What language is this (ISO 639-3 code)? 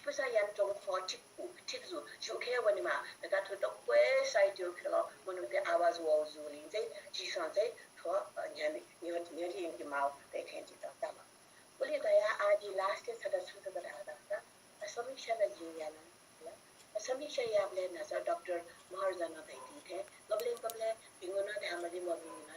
new